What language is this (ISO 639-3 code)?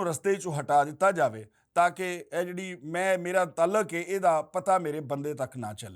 lah